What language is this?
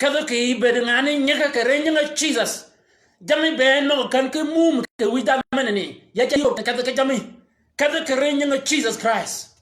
Shilluk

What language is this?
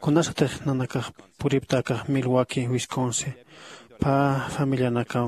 Aymara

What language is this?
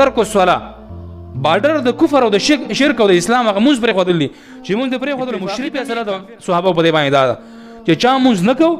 Pashto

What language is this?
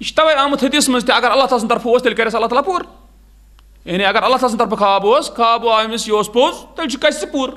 Kashmiri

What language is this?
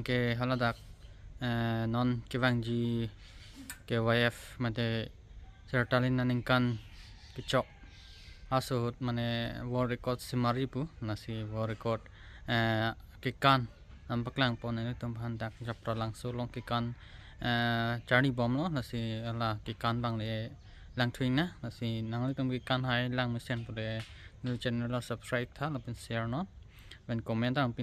Karbi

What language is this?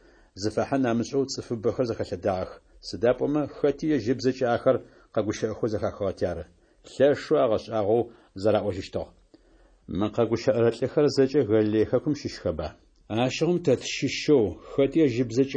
Adyghe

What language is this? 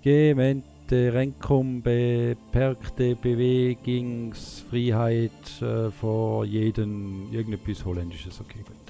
Swiss German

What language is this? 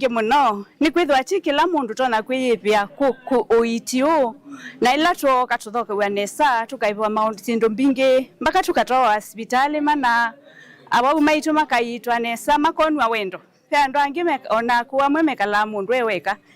Kamba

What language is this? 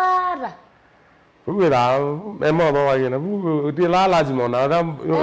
Kamba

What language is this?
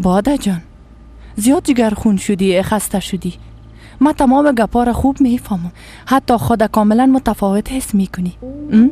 Persian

